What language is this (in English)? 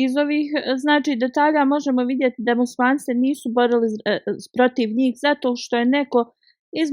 Bosnian